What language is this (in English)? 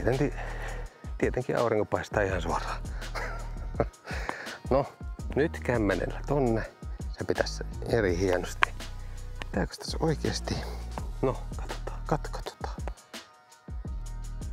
Finnish